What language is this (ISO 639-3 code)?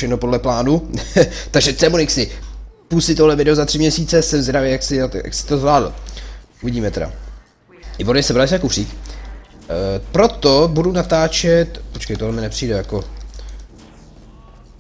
ces